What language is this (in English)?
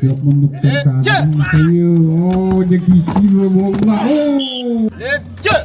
Yakut